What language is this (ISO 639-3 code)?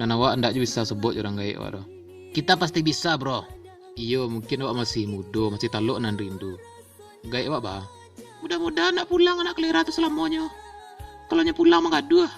min